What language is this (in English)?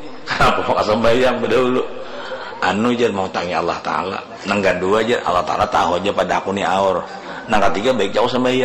Banjar